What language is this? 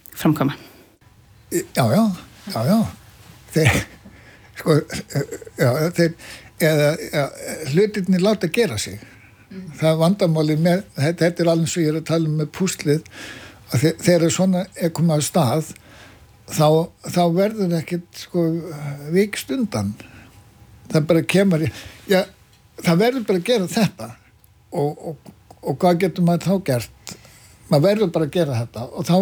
Icelandic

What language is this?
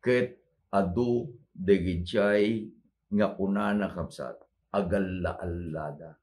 Iloko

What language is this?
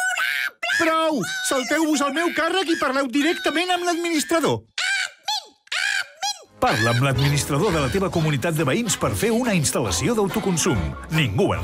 Catalan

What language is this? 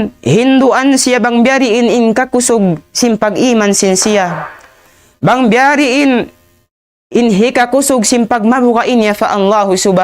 Tausug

